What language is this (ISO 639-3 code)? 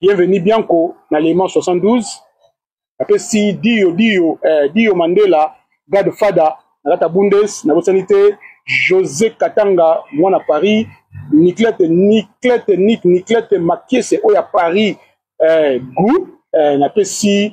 lin